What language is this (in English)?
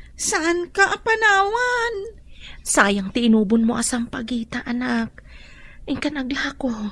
Iloko